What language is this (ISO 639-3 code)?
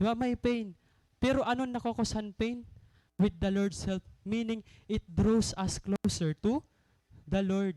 war